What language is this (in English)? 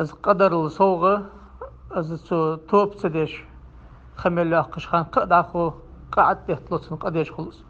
Ingush